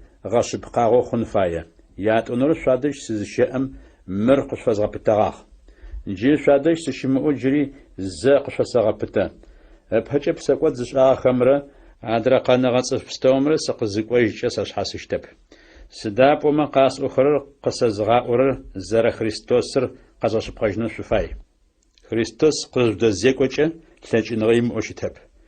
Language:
Adyghe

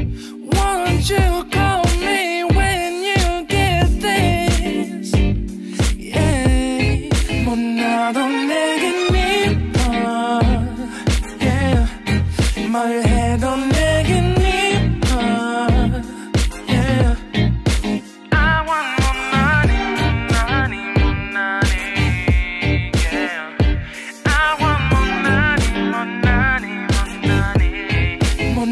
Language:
Korean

